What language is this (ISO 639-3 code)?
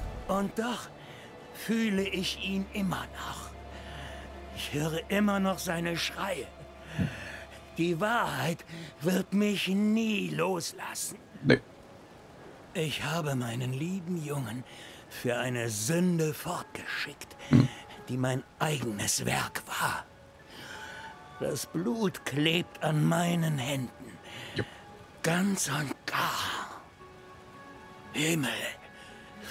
deu